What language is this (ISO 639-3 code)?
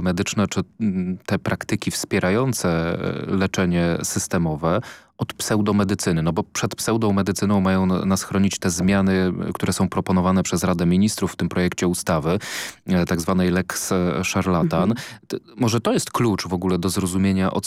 pol